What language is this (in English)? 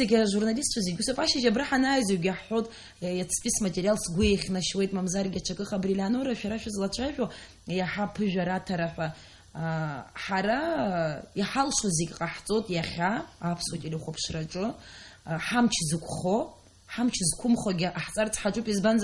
Abkhazian